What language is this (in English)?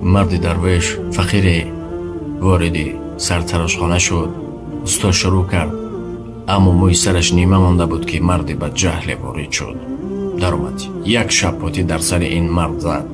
Tajik